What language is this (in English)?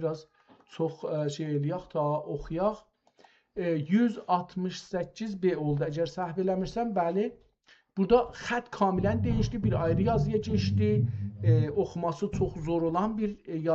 South Azerbaijani